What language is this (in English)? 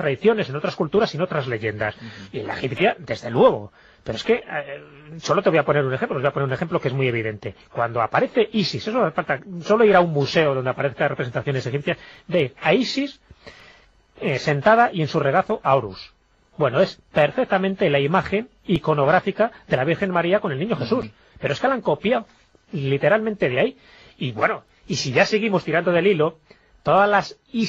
Spanish